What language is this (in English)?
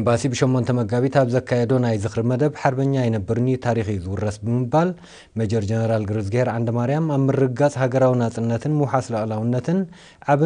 Tigrinya